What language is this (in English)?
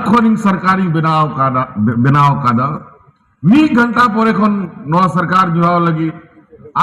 Santali